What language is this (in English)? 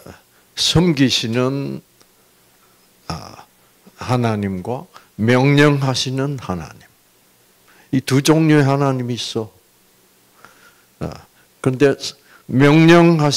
Korean